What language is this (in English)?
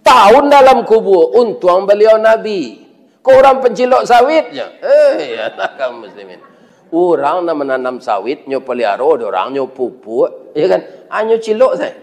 Minangkabau